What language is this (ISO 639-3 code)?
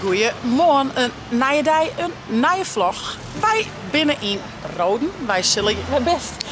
fry